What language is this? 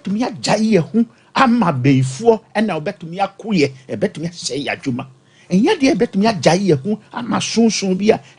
Akan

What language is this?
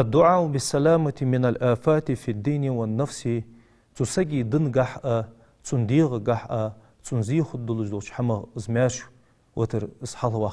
Ingush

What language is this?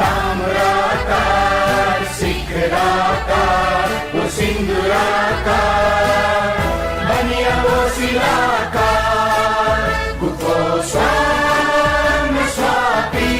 Newari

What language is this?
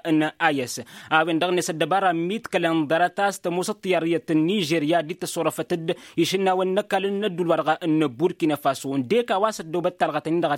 Tamasheq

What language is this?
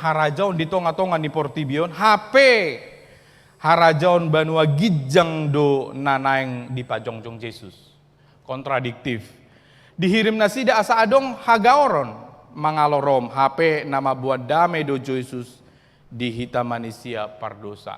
Batak Toba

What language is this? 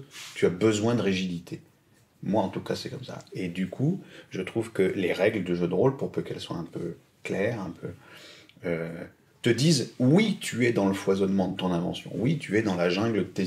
French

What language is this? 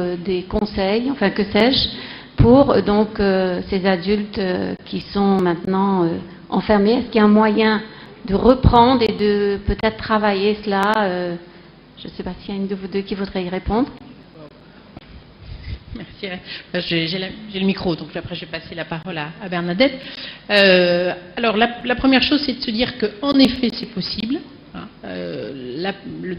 French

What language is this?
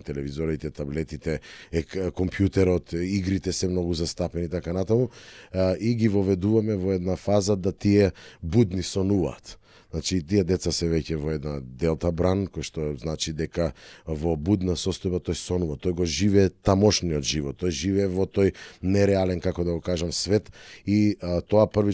Macedonian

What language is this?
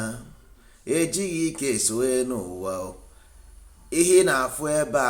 Igbo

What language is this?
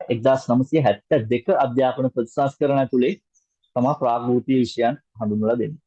Sinhala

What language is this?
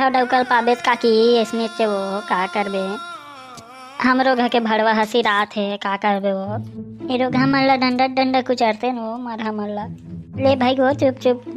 Chhattisgarhi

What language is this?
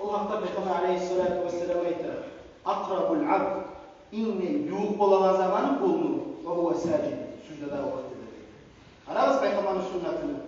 Kumyk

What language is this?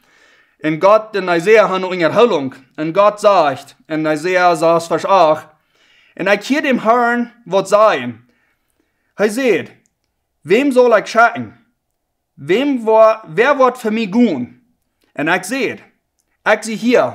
Plautdietsch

